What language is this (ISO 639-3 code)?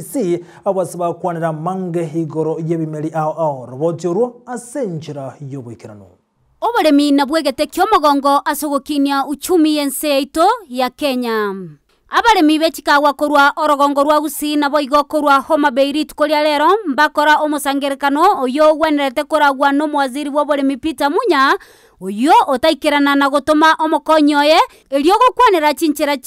guz